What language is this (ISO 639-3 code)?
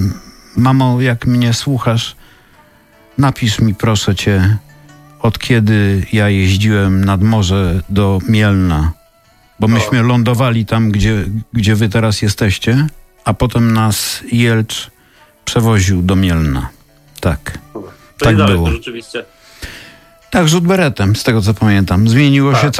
pol